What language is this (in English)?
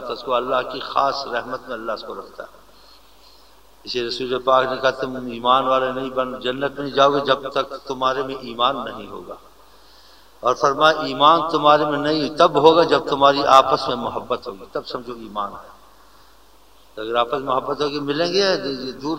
Urdu